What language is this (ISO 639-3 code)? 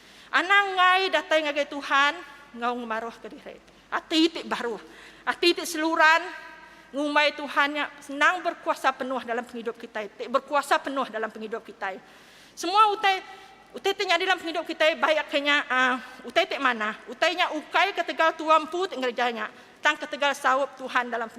iba